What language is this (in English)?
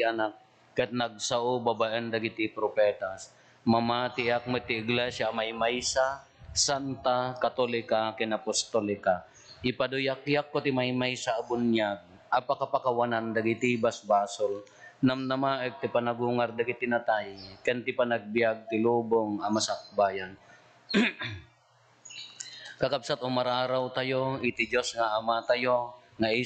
Iloko